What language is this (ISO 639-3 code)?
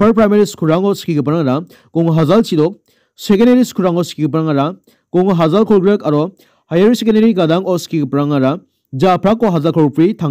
grt